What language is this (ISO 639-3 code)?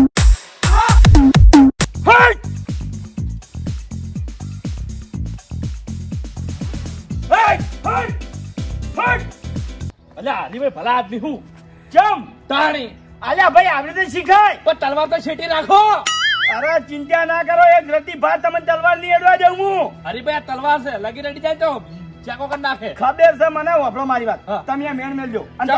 guj